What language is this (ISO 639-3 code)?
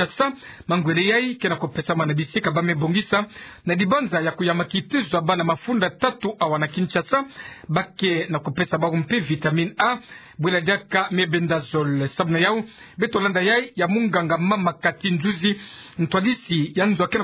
ktu